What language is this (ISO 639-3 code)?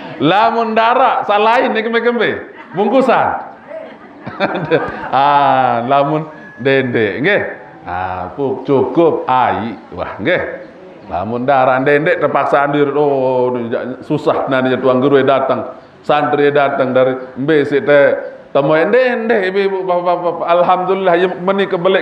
sas